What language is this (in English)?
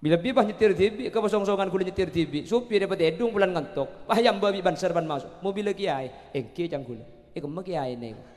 Madurese